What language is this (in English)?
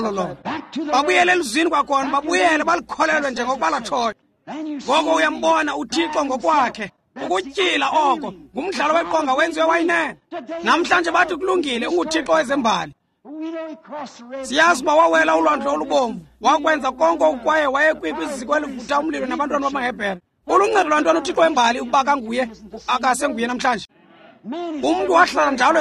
Xhosa